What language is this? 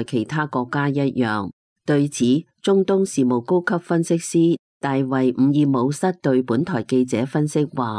Cantonese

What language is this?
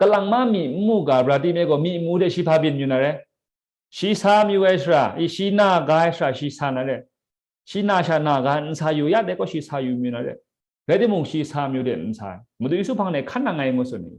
Kachin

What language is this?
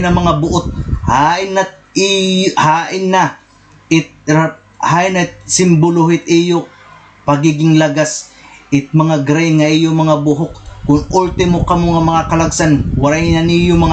Waray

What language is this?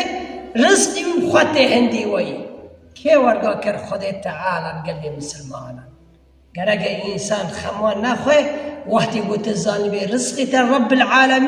Kurdish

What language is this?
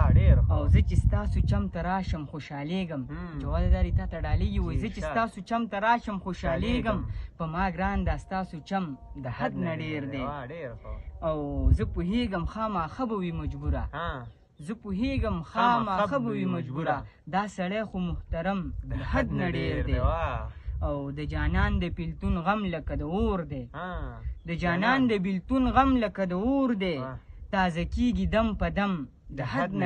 Pashto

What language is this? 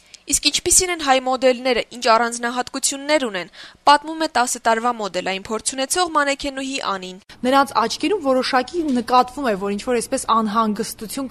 Armenian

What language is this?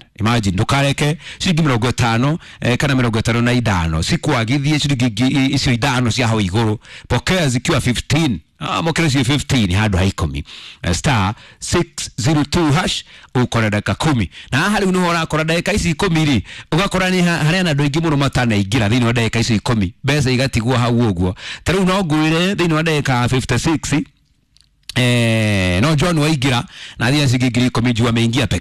Kikuyu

